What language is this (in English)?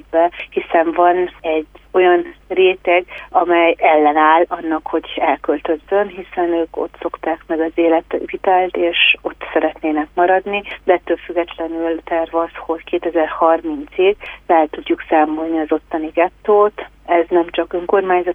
Hungarian